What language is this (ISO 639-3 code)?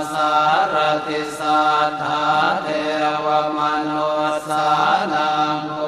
pli